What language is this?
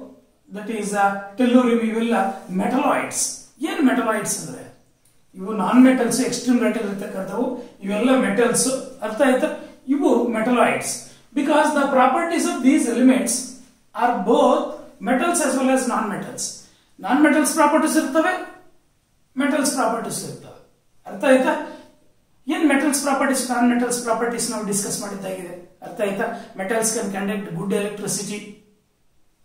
Kannada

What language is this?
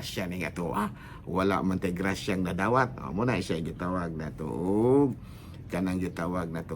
Cebuano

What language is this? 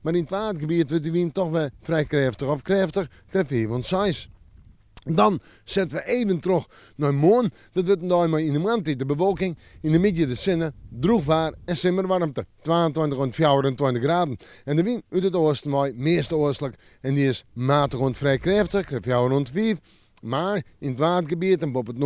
Western Frisian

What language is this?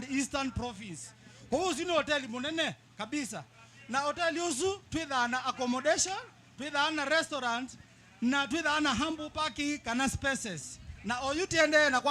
Kamba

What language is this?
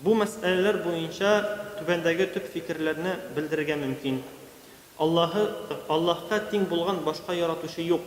Tatar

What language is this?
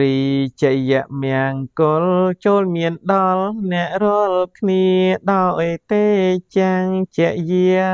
Khmer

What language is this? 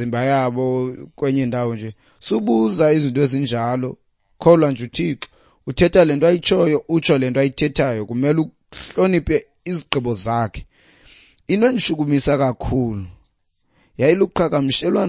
Xhosa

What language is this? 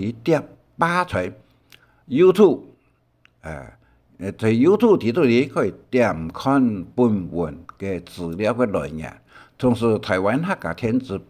Hakka Chinese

